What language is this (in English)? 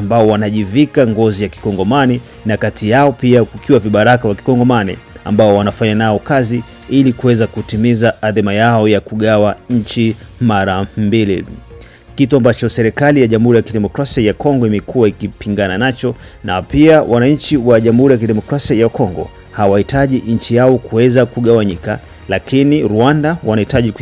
Swahili